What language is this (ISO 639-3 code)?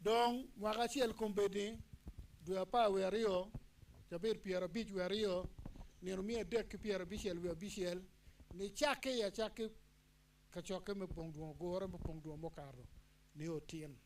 ach